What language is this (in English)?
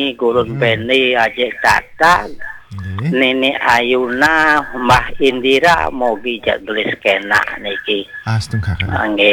Balinese